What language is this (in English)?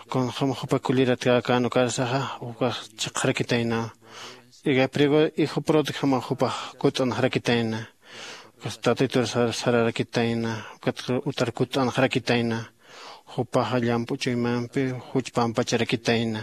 Aymara